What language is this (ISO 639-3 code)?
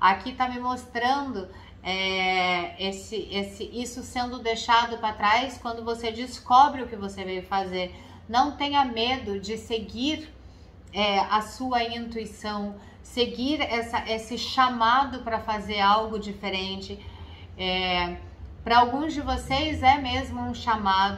por